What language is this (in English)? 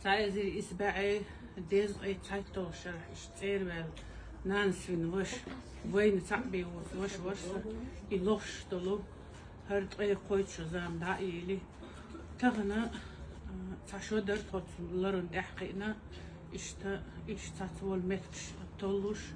Chechen